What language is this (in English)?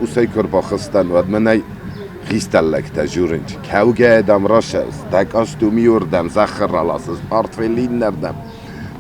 Ossetic